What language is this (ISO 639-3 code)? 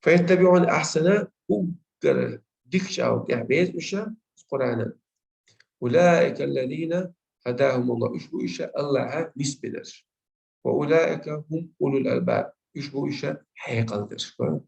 che